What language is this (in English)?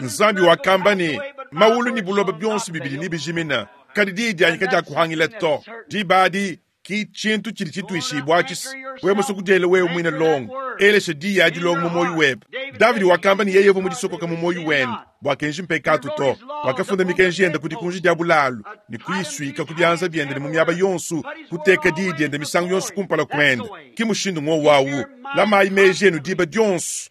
Luba-Lulua